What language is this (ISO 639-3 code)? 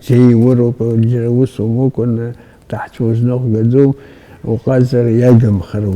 abk